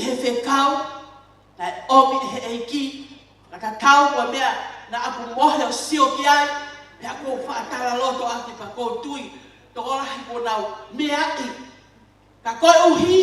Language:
Tongan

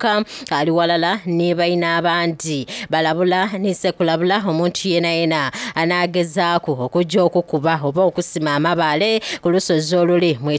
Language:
Soga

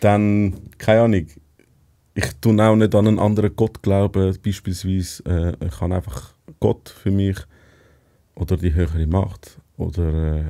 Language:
Swiss German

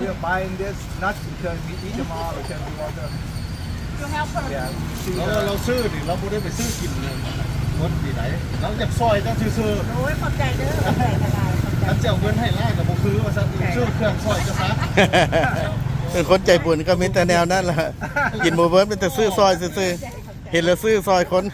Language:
Lao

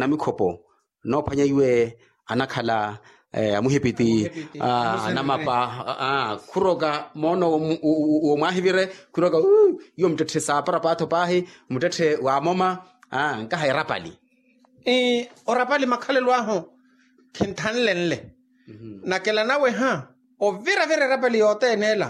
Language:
Makhuwa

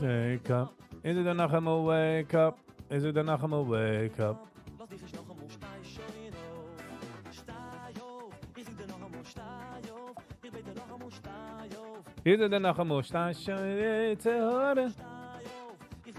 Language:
Yiddish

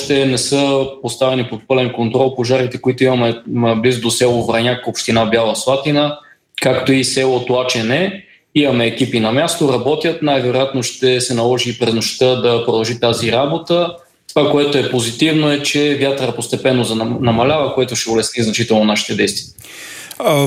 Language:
Bulgarian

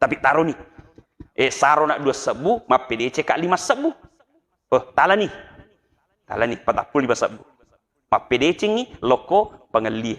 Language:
Buginese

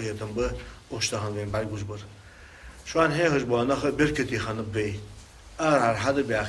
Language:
Ingush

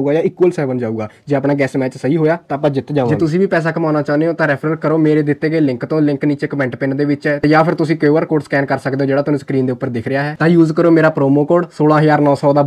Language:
Punjabi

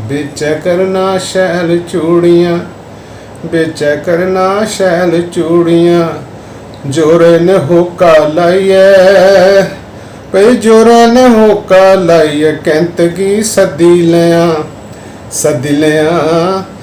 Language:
Dogri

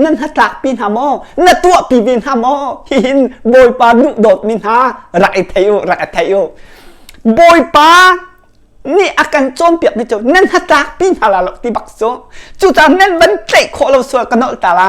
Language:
Hakha Chin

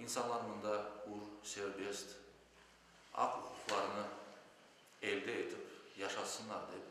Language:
Crimean Tatar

